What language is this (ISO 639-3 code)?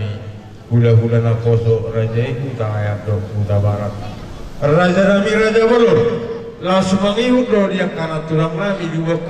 bbc